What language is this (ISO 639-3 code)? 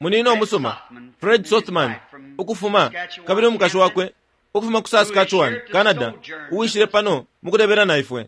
bem